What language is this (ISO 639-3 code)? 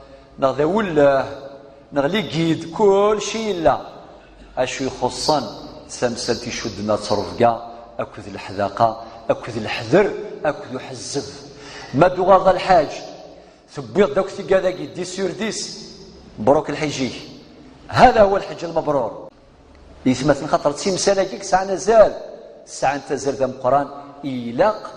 kab